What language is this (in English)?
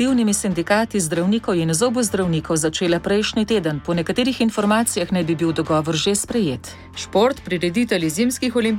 Slovenian